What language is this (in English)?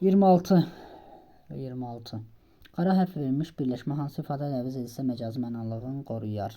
Azerbaijani